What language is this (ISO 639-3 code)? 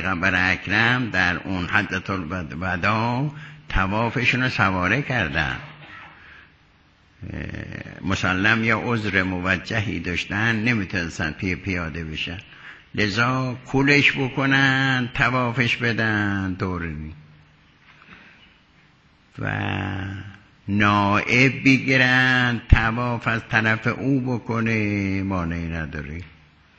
fas